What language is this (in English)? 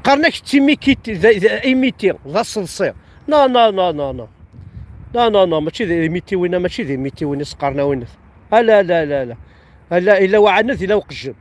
Kabyle